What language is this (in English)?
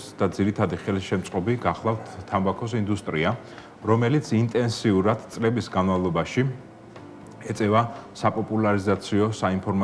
Georgian